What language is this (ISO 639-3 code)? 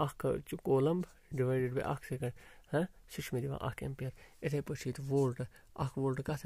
kas